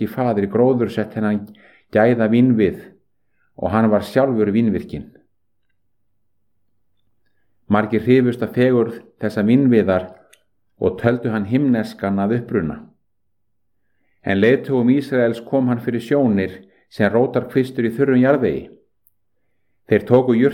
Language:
Icelandic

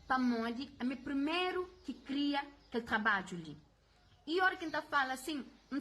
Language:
Kabuverdianu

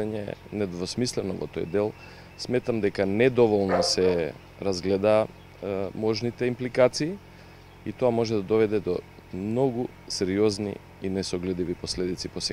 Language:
Macedonian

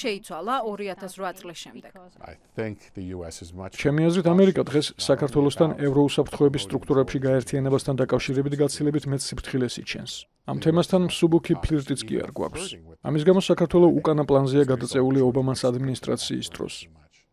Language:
Georgian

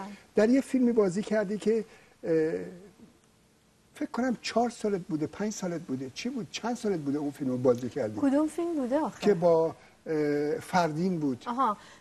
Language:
Persian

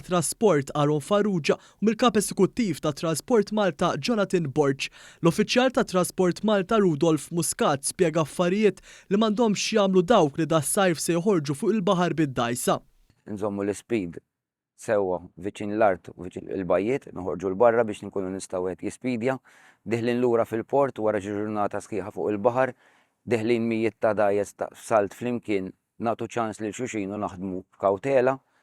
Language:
Maltese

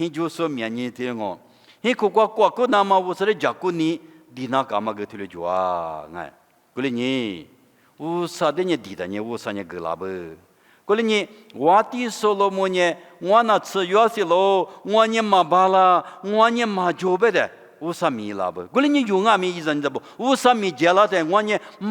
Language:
Lisu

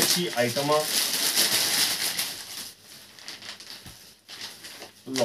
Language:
Punjabi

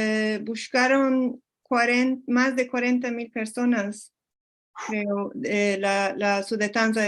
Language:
Ladino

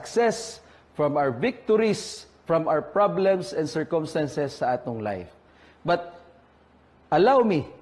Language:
Cebuano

